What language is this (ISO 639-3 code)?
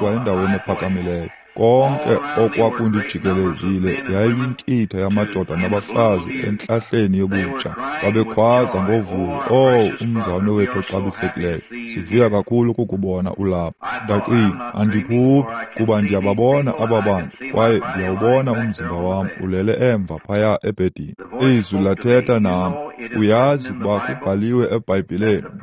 xho